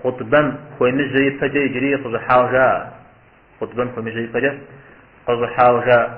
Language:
Kabardian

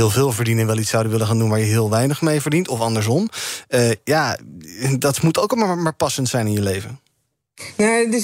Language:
Dutch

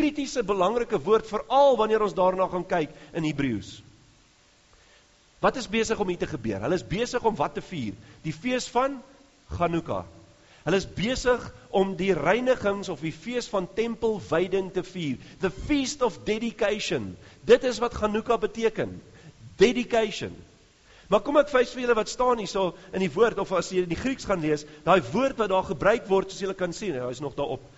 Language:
Afrikaans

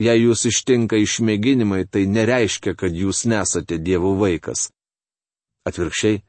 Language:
Lithuanian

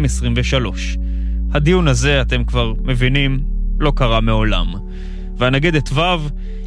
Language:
Hebrew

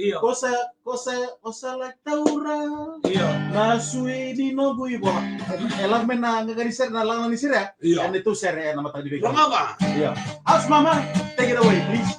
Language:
Fijian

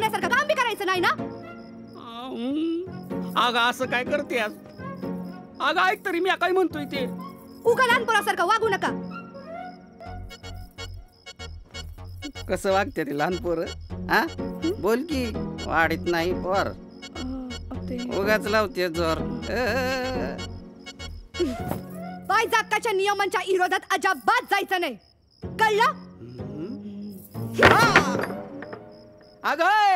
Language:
Marathi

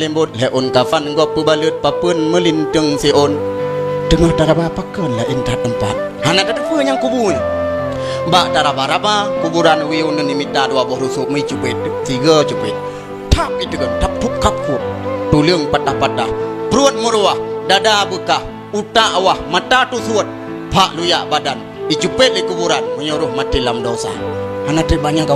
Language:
Achinese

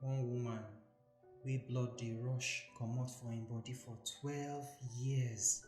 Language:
Nigerian Pidgin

